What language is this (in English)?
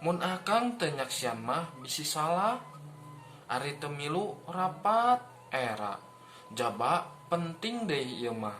Sundanese